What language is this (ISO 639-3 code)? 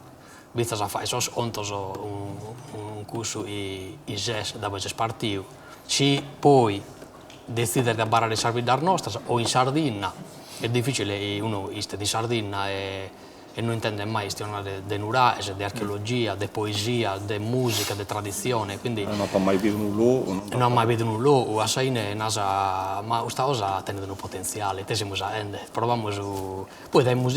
srd